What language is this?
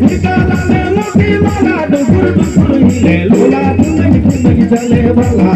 Sadri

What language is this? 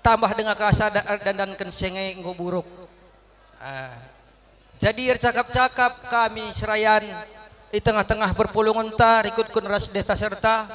Batak Karo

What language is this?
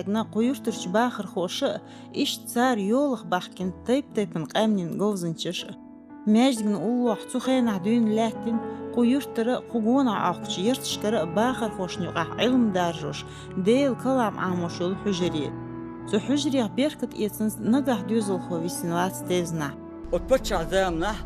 Chechen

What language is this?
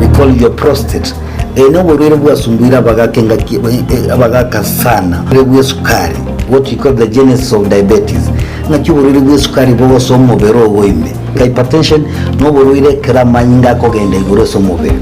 Gusii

